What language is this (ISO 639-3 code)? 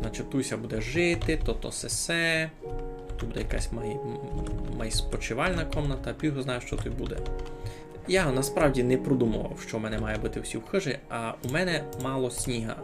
rue